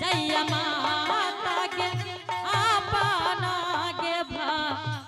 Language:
Angika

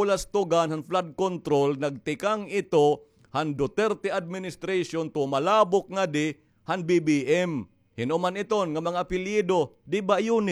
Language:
Waray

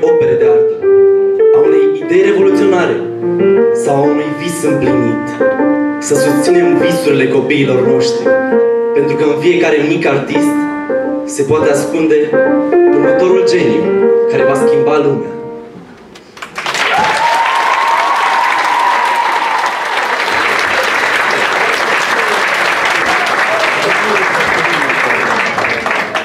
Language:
Romanian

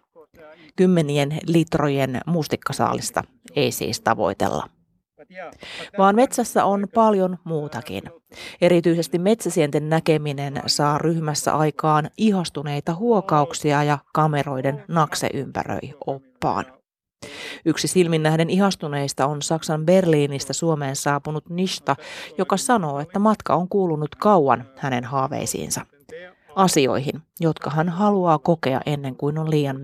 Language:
Finnish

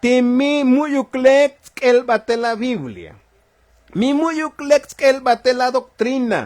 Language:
Tzotzil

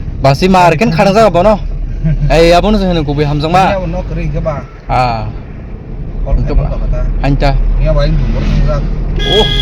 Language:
Kok Borok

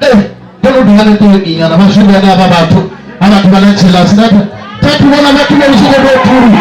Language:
Venda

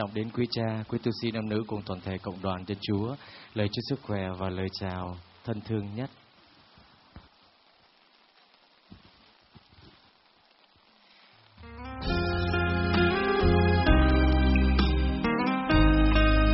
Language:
Vietnamese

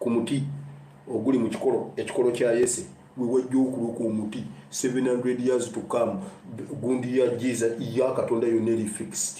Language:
Ganda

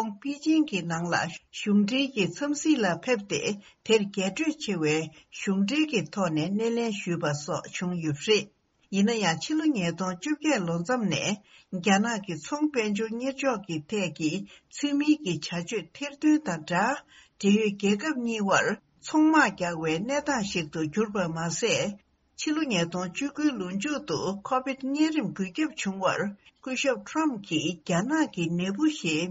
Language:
Tibetan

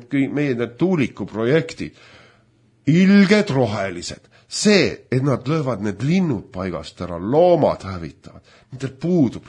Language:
Estonian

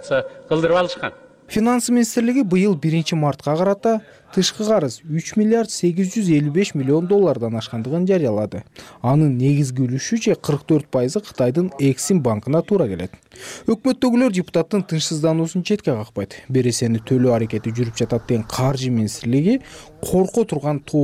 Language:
Kyrgyz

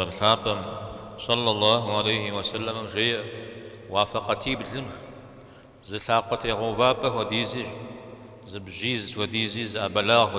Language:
Kabardian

